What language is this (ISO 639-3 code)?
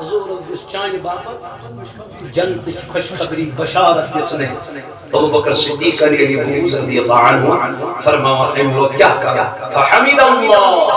kas